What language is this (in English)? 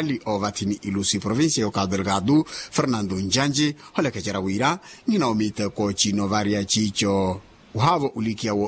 Makhuwa